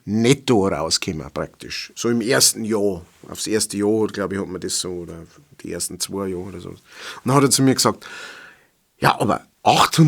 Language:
Bavarian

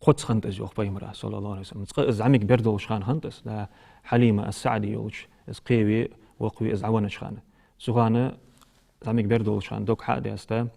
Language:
Ingush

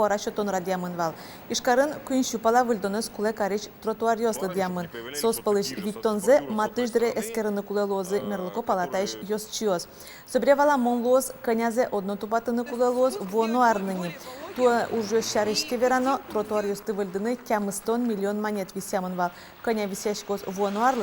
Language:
Udmurt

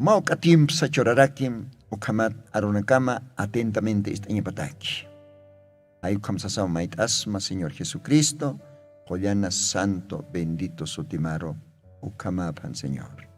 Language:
Aymara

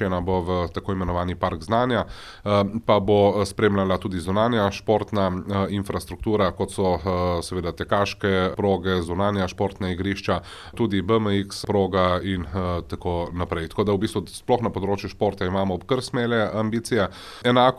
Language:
Slovenian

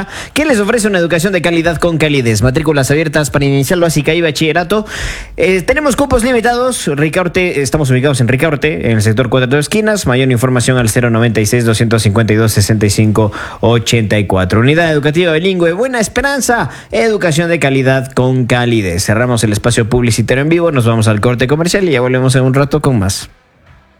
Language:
Spanish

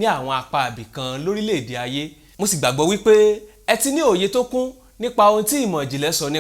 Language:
Yoruba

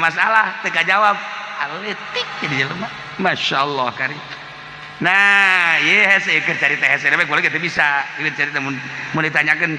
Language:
Sundanese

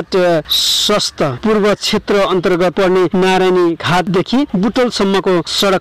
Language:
Nepali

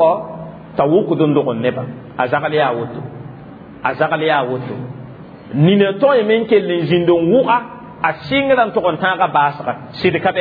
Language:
Mossi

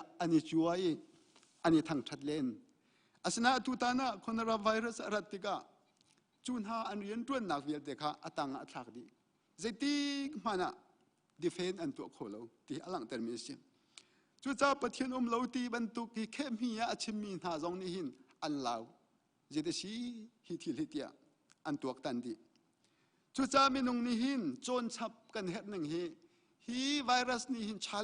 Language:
Hakha Chin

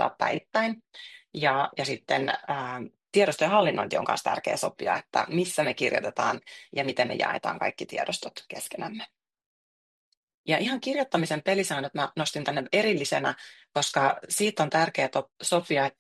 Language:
Finnish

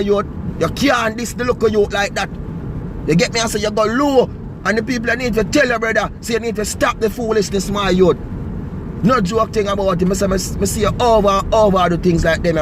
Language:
Jamaican Creole English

